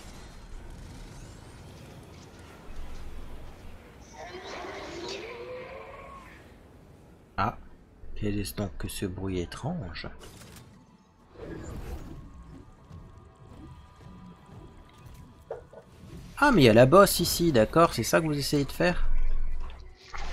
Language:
French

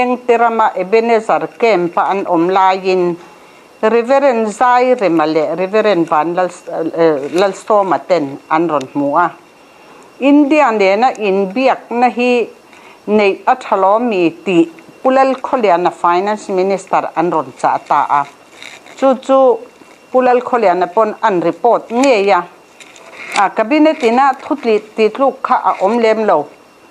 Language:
Mizo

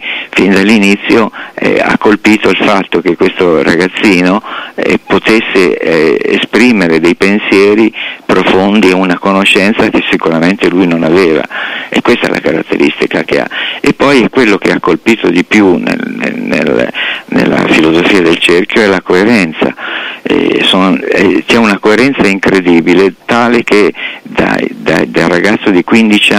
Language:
Italian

